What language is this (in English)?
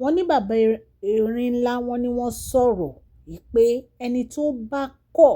Yoruba